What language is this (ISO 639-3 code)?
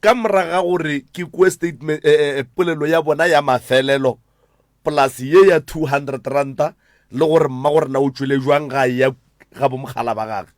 nso